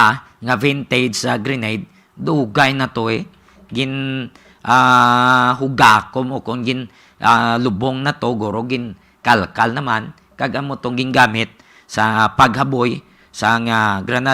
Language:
Hiligaynon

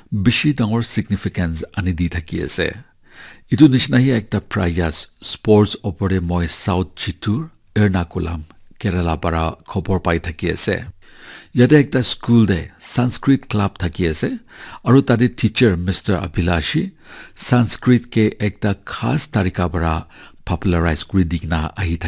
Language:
Naga Pidgin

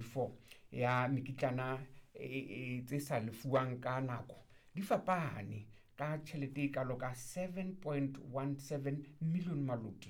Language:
Southern Sotho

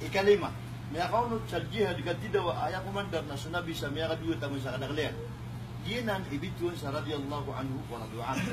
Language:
Maranao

